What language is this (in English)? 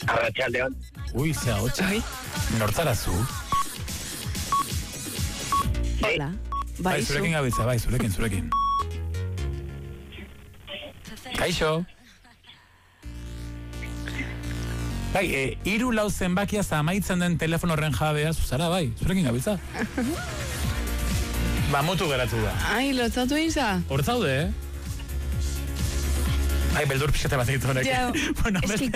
Basque